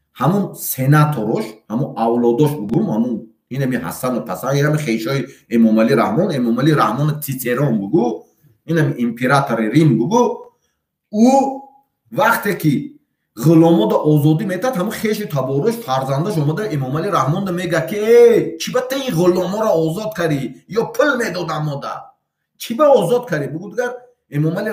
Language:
Tajik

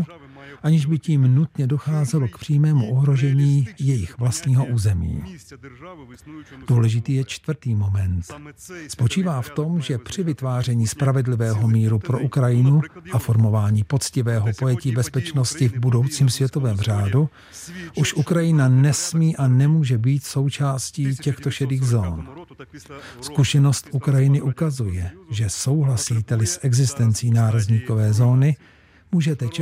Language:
Czech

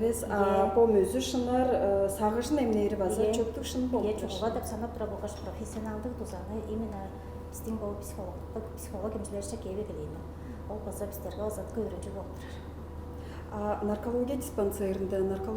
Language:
Tuvinian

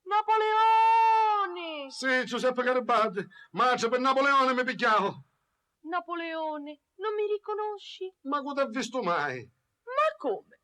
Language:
Sicilian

